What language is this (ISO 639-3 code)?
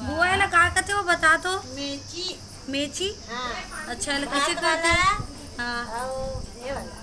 hne